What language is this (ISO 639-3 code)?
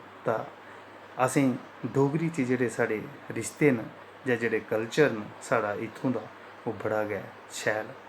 doi